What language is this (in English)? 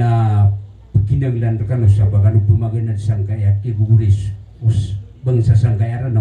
Maranao